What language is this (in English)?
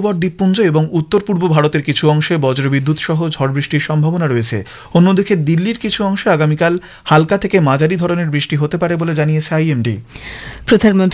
Bangla